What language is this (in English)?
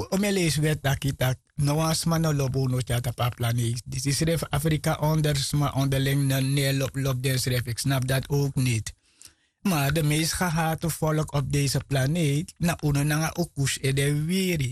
Sranan Tongo